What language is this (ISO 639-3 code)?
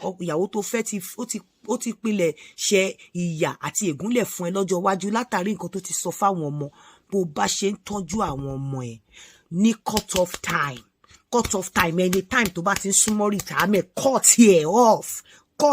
yor